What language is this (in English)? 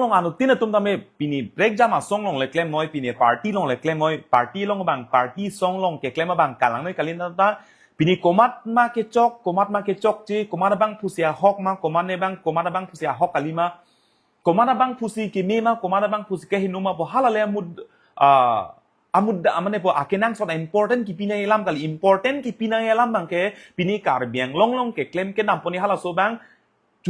Karbi